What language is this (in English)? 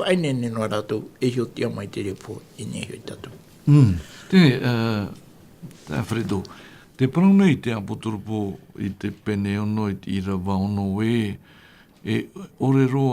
Tahitian